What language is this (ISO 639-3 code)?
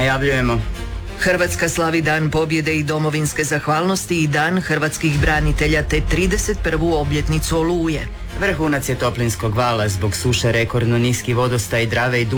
hrv